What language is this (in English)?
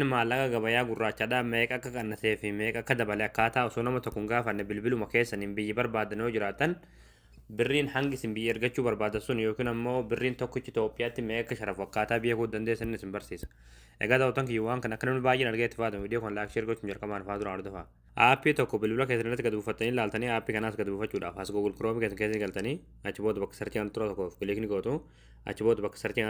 Oromo